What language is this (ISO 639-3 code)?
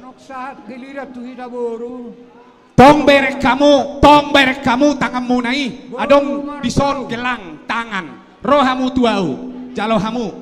bbc